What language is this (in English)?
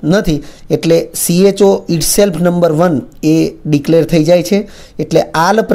Gujarati